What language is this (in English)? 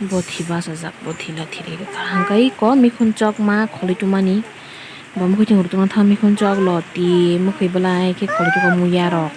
Kok Borok